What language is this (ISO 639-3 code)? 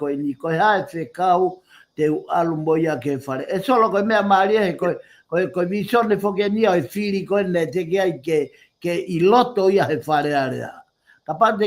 ton